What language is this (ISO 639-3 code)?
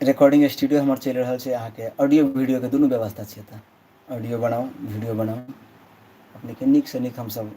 mai